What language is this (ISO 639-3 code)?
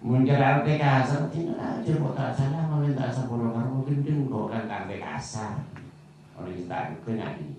mad